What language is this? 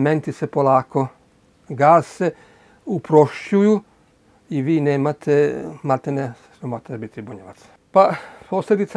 Serbian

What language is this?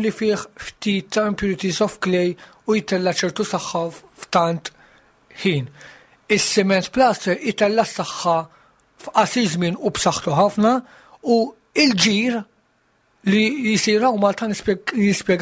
Maltese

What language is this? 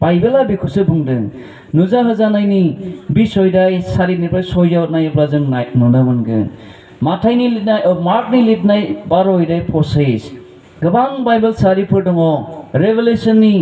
Bodo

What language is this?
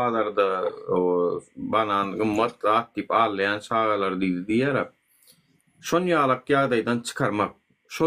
Turkmen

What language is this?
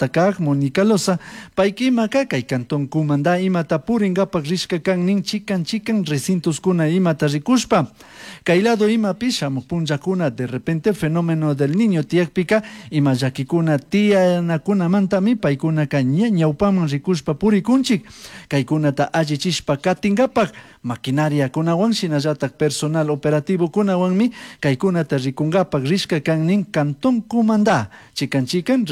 Chimborazo Highland Quichua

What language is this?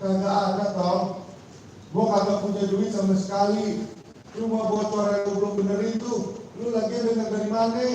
Betawi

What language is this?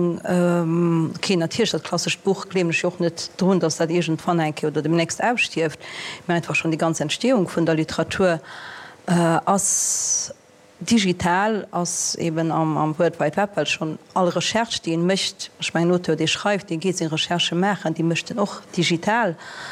Luxembourgish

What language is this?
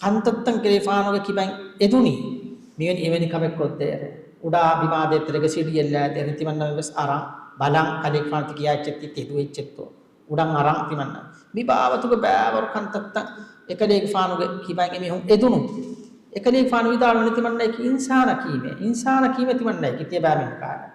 Divehi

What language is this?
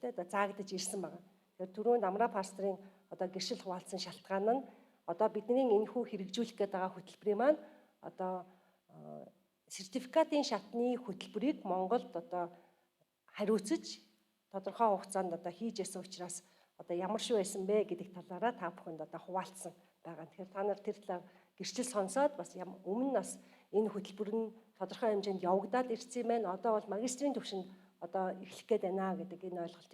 Mongolian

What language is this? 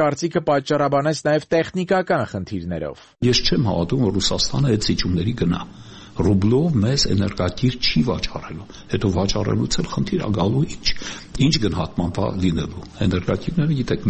Armenian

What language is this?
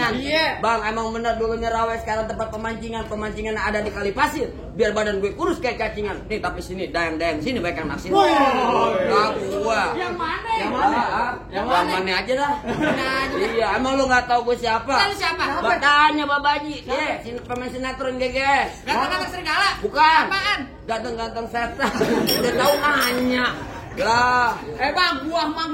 Betawi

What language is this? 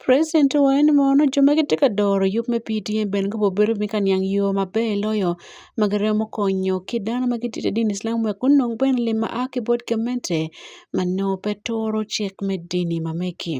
Acoli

